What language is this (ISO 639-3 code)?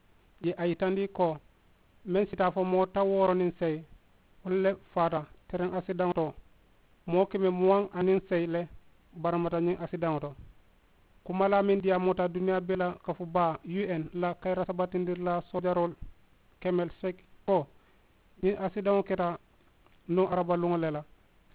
man